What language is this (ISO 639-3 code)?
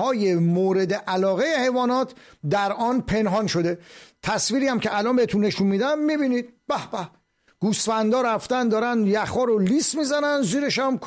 fas